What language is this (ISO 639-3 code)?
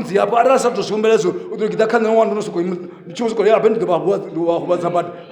ven